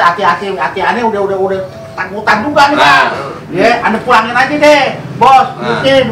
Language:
Betawi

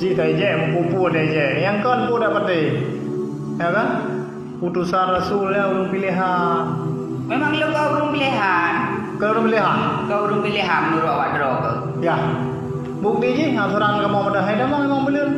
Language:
Achinese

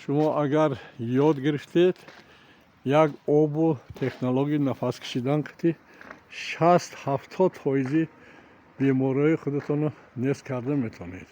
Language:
Tajik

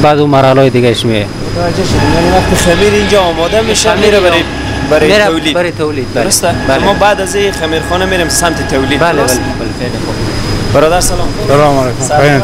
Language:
Persian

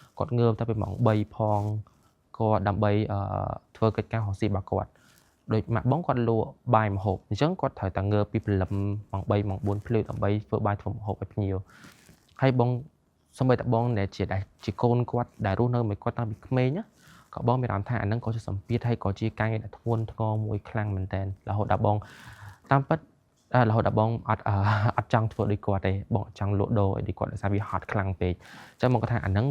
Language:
Khmer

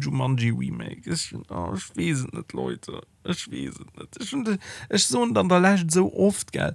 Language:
Luxembourgish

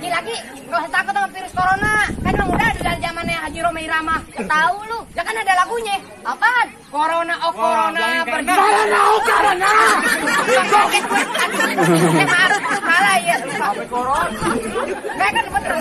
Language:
Betawi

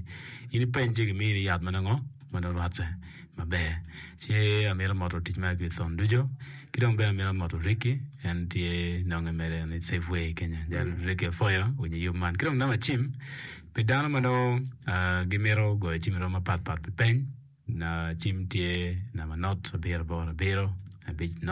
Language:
Acoli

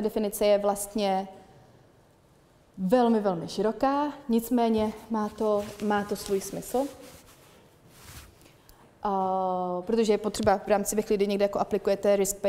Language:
Czech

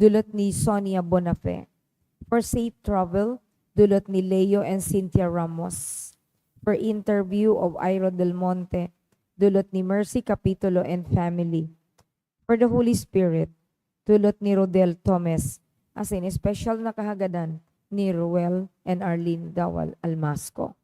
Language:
Bikol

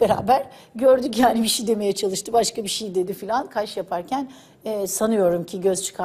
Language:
Turkish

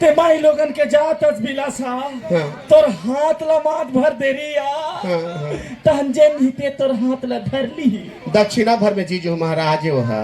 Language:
Chhattisgarhi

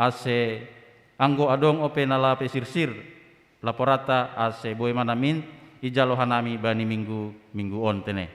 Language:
Batak Simalungun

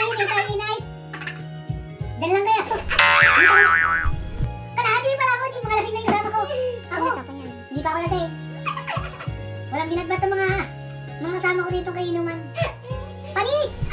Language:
Filipino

